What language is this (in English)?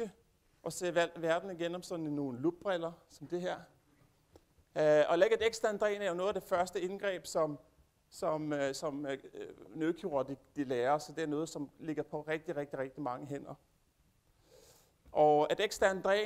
Danish